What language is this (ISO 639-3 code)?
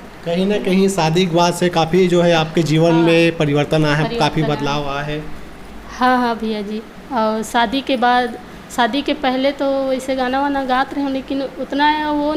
hne